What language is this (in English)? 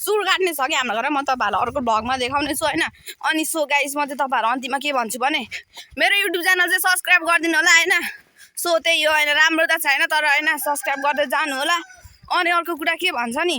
Nepali